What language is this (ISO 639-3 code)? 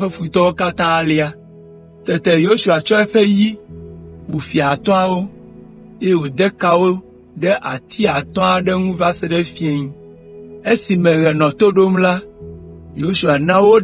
ewe